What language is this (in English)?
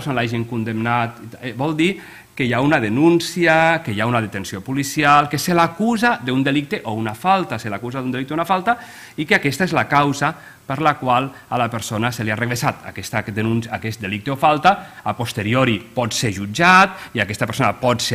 Catalan